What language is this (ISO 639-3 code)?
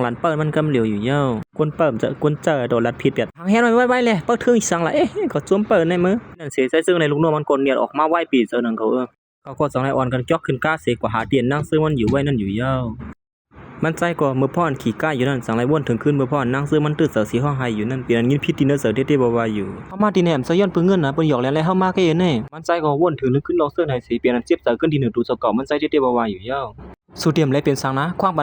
shn